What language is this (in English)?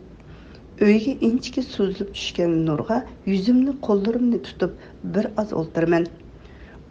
Uyghur